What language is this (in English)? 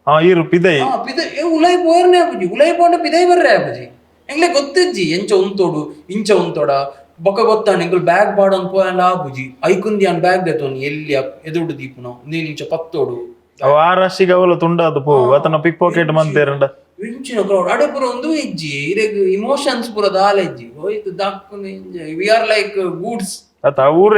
Tulu